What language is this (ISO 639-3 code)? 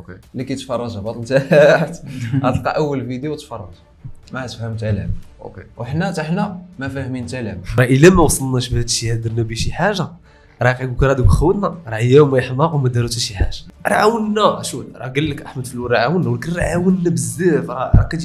ary